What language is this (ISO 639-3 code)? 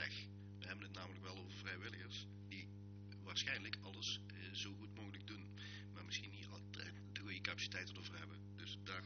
nld